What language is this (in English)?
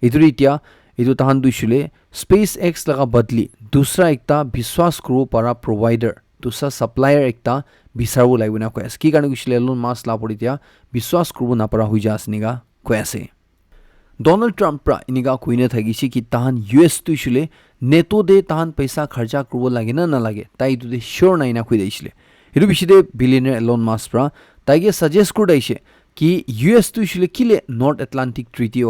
Naga Pidgin